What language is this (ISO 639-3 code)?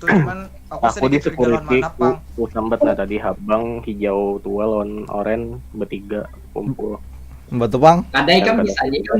bjn